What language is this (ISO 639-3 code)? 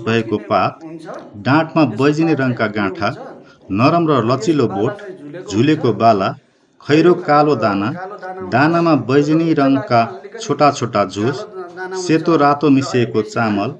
nep